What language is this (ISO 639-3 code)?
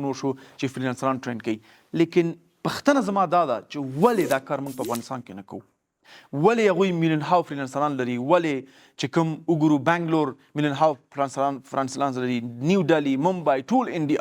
pus